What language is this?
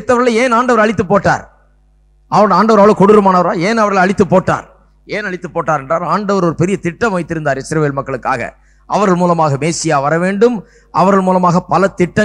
Tamil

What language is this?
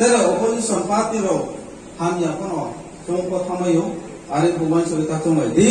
Riang (India)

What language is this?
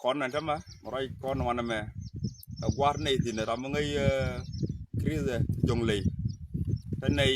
Nuer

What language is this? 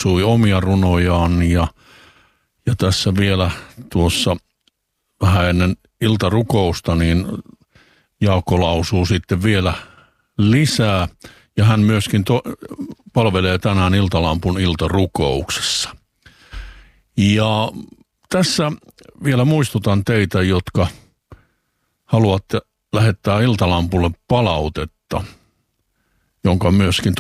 Finnish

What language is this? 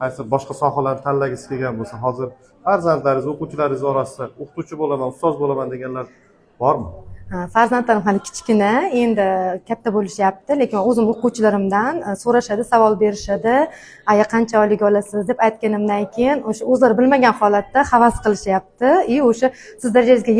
Uzbek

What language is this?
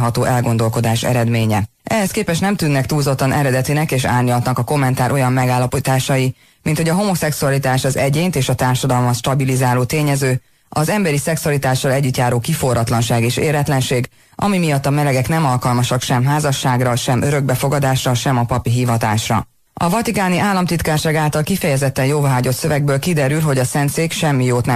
Hungarian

